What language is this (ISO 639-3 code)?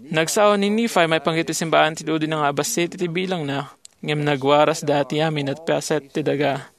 ilo